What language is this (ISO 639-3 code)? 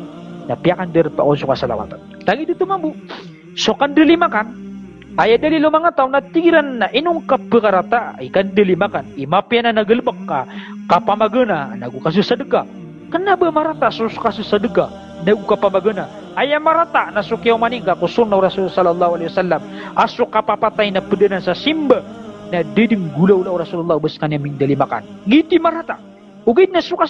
mrw